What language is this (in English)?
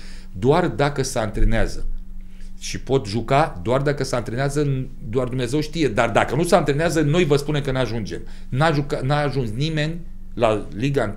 Romanian